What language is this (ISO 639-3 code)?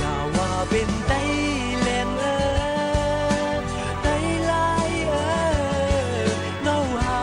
shn